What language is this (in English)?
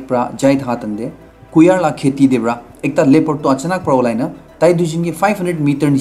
Naga Pidgin